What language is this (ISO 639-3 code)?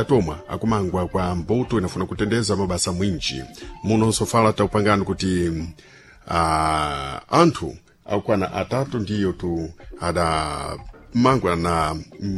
seh